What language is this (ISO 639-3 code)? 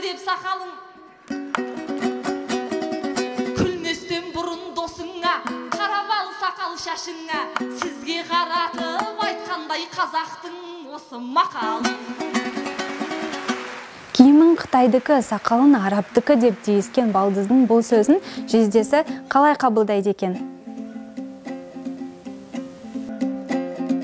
kaz